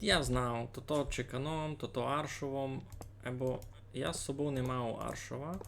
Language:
Rusyn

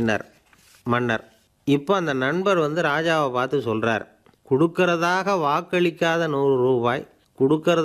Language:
Tamil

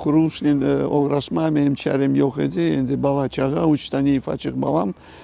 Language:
Crimean Tatar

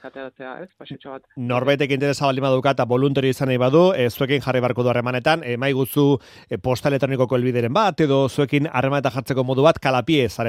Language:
Basque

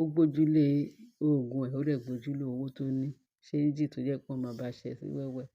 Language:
Yoruba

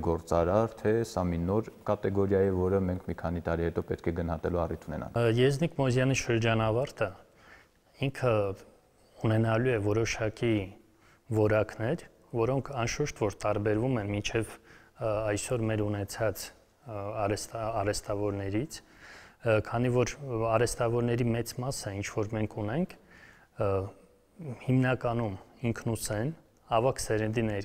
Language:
Armenian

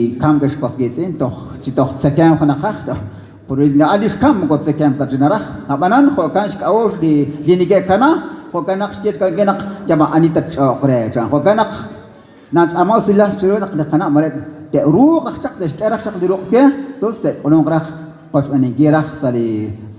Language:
Kekchí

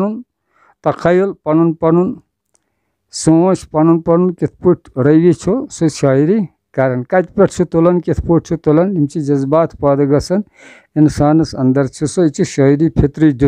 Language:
Kashmiri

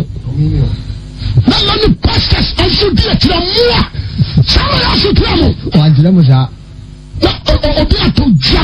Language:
Akan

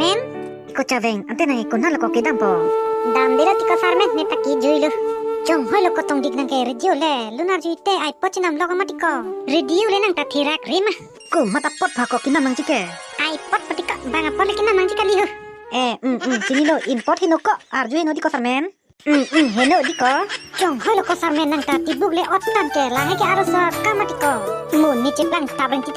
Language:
Karbi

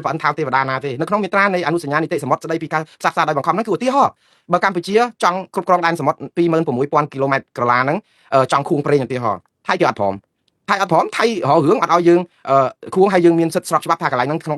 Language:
Khmer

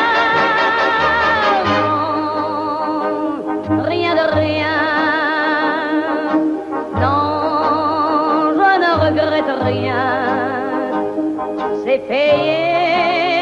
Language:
French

